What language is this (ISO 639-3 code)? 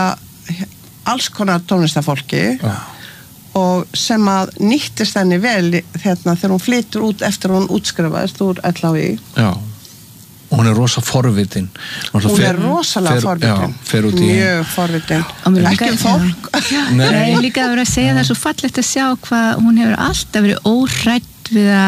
isl